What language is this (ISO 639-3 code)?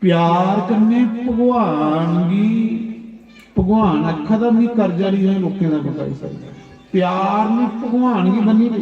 doi